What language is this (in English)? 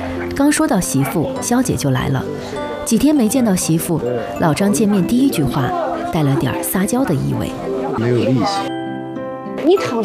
Chinese